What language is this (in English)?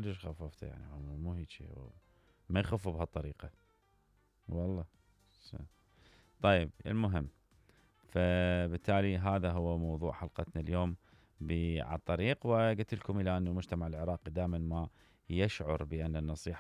Mesopotamian Arabic